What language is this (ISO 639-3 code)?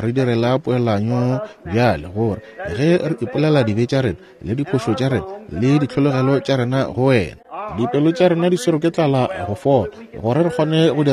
nso